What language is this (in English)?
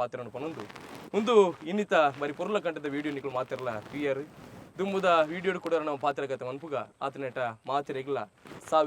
Tulu